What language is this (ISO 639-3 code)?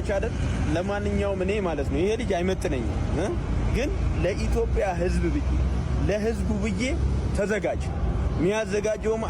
amh